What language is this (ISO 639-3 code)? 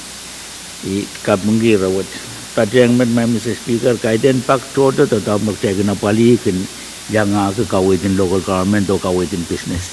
pon